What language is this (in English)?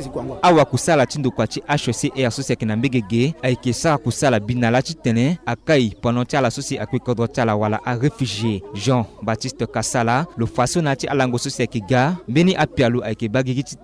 Sango